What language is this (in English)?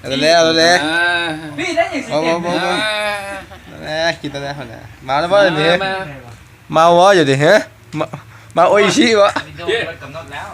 Lao